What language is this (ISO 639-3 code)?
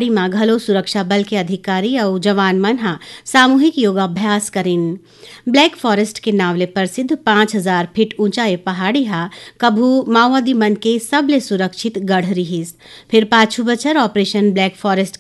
hne